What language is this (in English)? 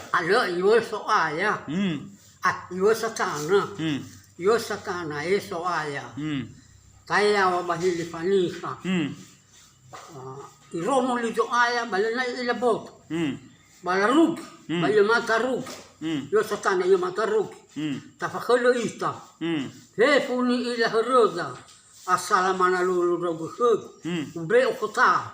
Nias